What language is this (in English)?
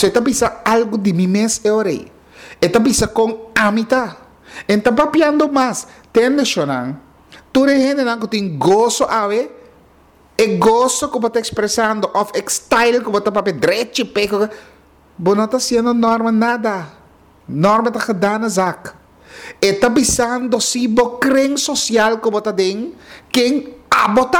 Papiamento